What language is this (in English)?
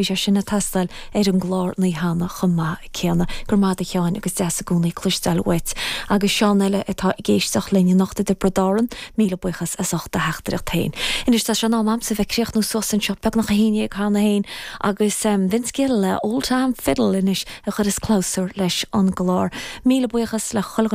Irish